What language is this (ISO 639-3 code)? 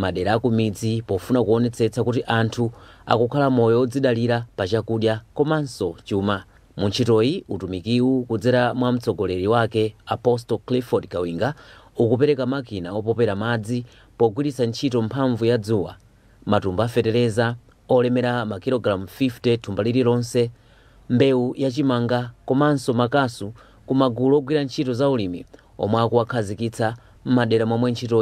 nya